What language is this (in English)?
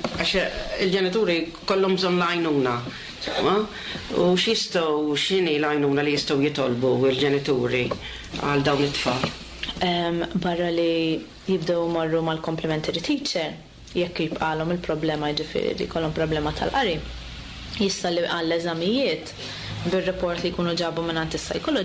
Maltese